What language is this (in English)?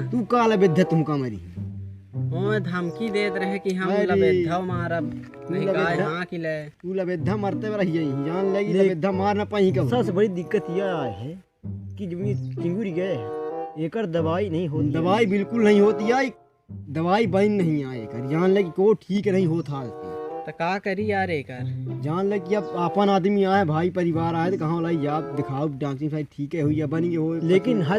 Awadhi